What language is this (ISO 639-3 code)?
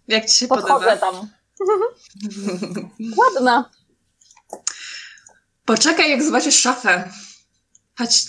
pol